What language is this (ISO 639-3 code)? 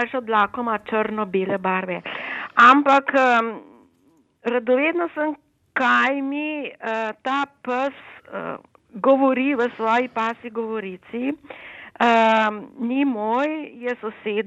slv